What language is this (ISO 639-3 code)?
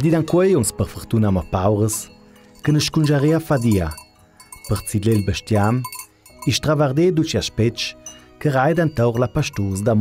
lld